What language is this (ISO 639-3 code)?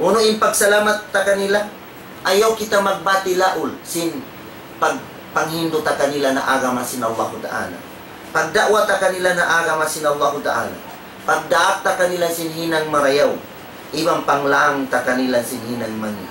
tsg